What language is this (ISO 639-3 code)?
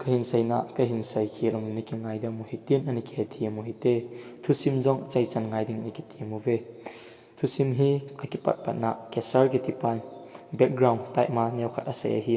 tcz